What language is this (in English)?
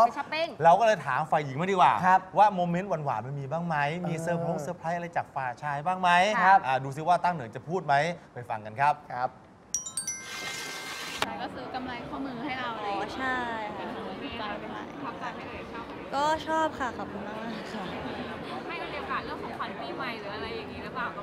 Thai